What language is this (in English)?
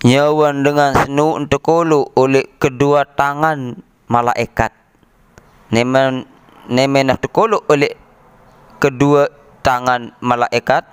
Sasak